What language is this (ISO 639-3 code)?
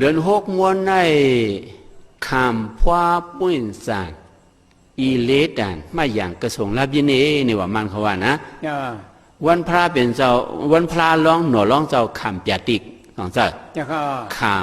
shn